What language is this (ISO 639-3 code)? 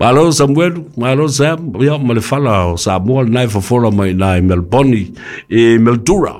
smo